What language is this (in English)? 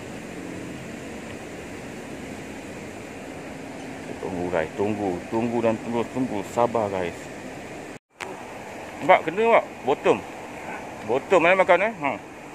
Malay